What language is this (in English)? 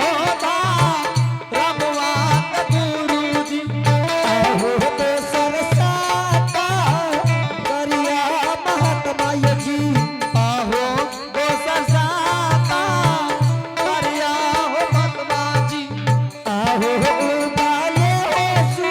Angika